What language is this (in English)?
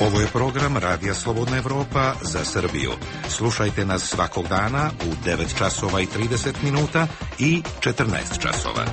Serbian